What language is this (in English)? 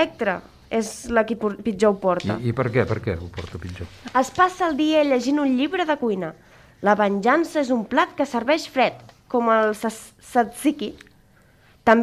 Catalan